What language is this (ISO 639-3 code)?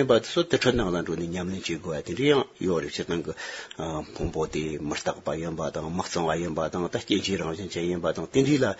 bod